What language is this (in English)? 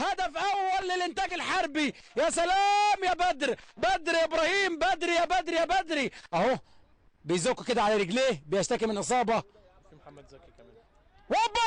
Egyptian Arabic